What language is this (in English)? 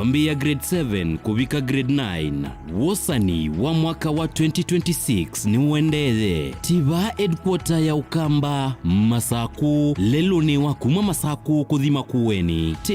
Kamba